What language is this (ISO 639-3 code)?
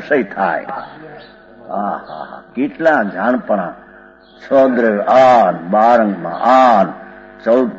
guj